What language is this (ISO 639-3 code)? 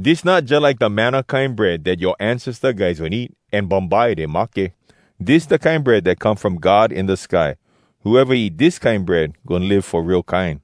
hwc